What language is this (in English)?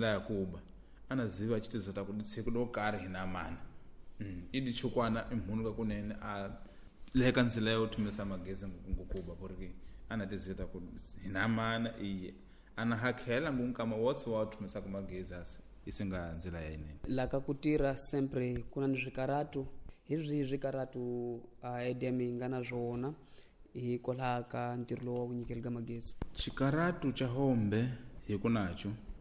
Tsonga